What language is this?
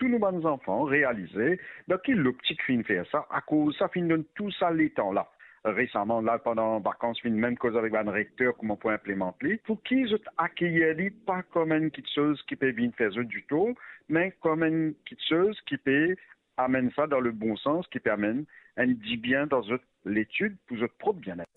Morisyen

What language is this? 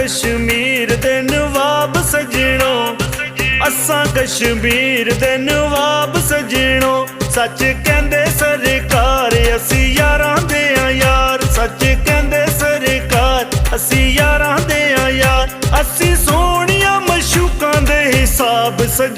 Pahari-Potwari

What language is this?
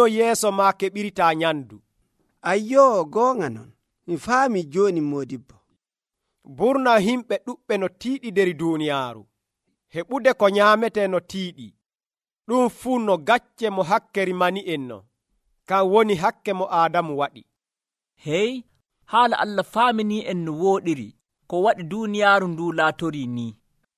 Nigerian Fulfulde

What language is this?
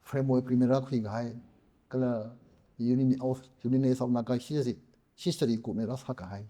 Tangkhul Naga (India)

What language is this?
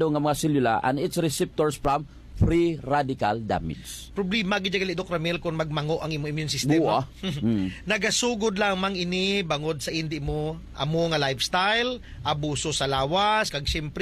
Hiligaynon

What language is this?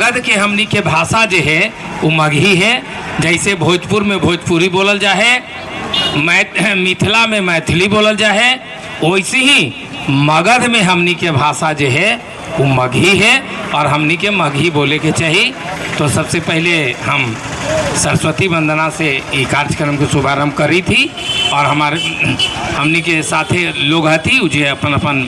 Magahi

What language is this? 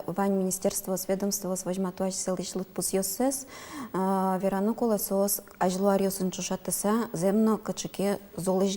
Udmurt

